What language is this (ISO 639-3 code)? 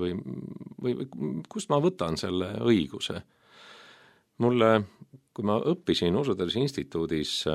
est